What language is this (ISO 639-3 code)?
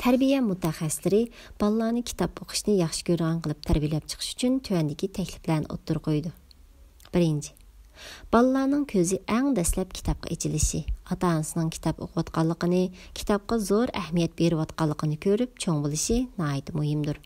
uig